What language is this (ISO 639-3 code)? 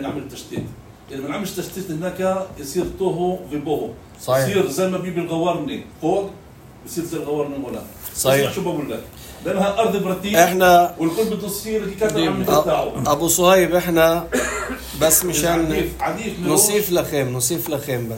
apc